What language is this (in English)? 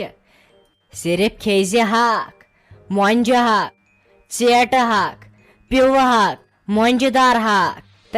Kashmiri